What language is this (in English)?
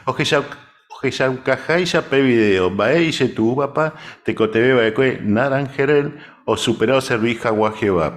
Guarani